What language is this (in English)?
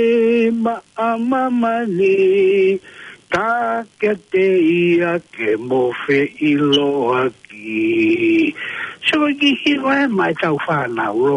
Tongan